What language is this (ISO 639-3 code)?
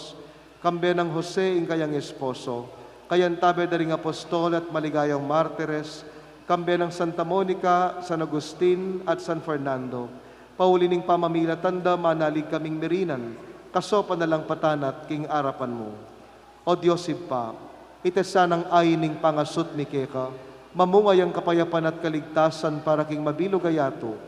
pam